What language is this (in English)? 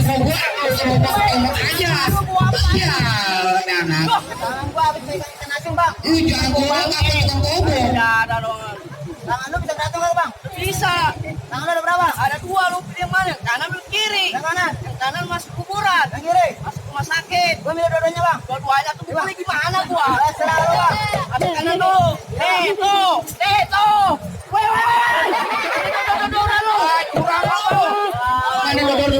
Betawi